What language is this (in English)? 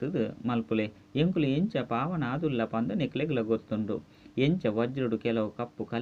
Tulu